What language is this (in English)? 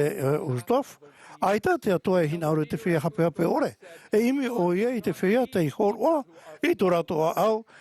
Tahitian